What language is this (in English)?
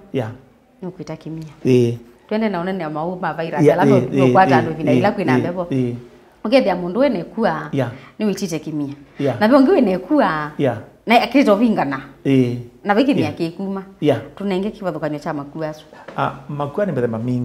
Kamba